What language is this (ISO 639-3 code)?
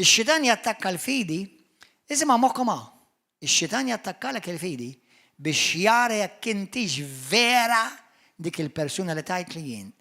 mlt